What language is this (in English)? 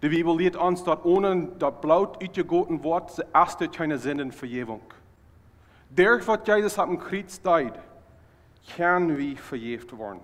Plautdietsch